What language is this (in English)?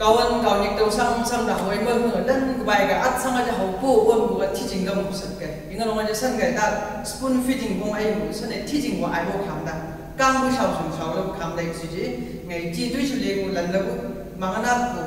Chang Naga